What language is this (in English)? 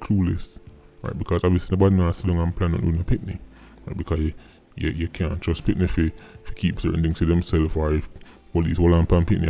Jamaican Creole English